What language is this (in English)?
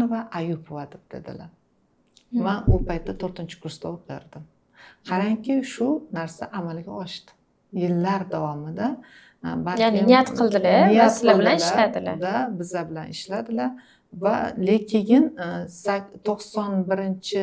Uzbek